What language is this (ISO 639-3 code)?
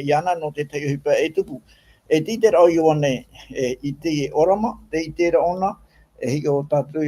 tah